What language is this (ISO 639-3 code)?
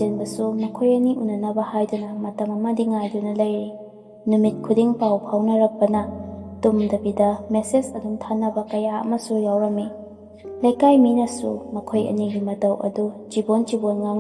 mni